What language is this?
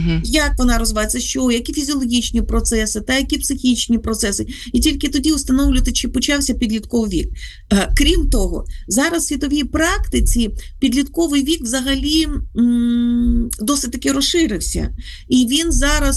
Ukrainian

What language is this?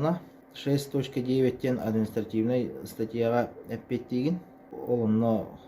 Yakut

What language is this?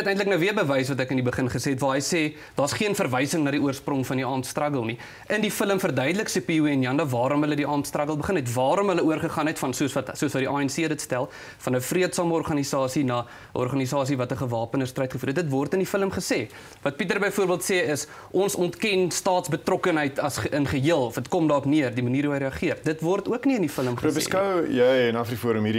Afrikaans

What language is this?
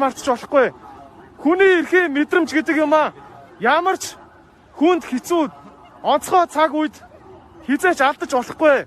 Mongolian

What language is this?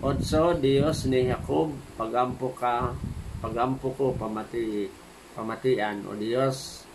Waray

